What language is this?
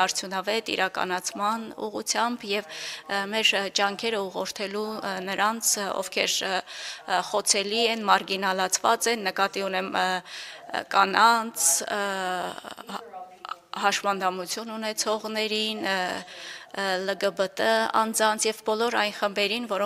Armenian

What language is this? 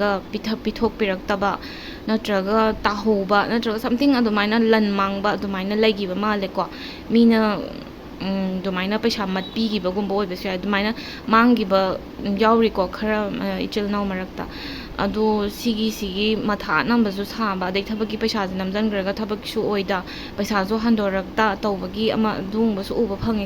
Manipuri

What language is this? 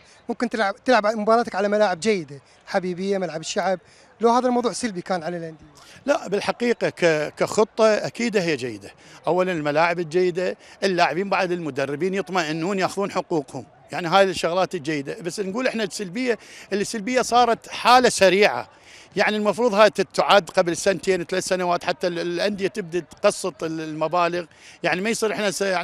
Mesopotamian Arabic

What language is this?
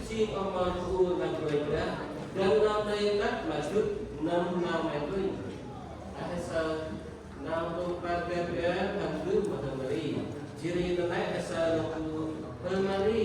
Central Mnong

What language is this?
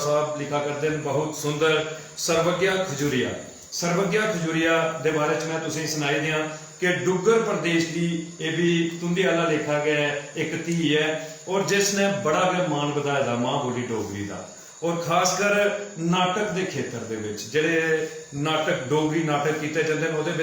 Dogri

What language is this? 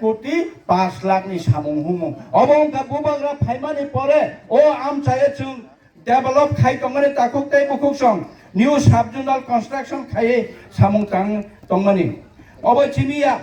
Kok Borok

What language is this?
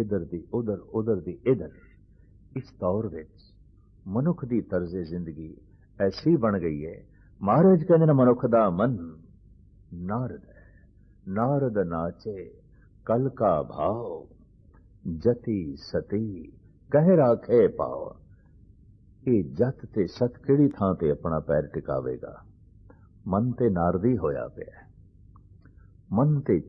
Punjabi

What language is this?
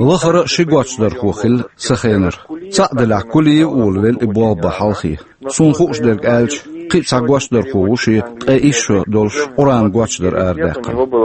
Chechen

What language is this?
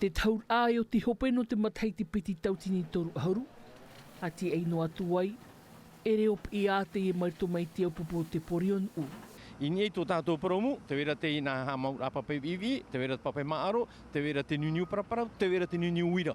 Tahitian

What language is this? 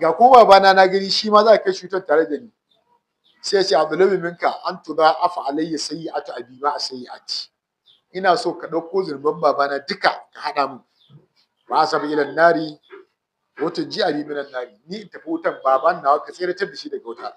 Hausa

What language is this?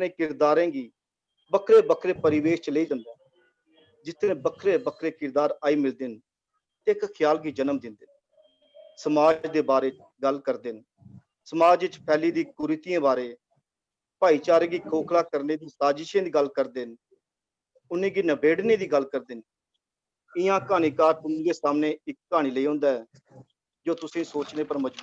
Dogri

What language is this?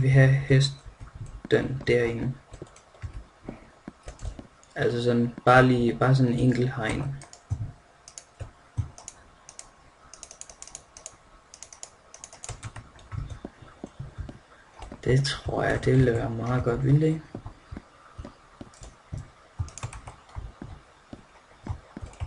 Danish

